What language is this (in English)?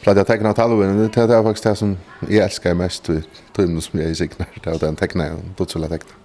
Faroese